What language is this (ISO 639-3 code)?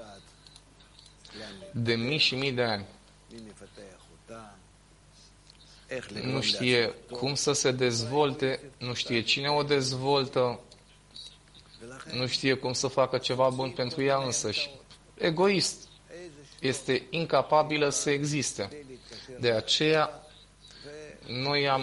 ron